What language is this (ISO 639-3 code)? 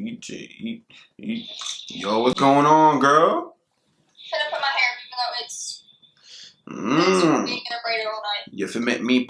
jam